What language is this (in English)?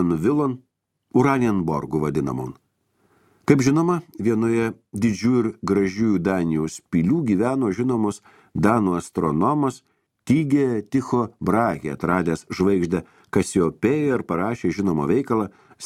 Lithuanian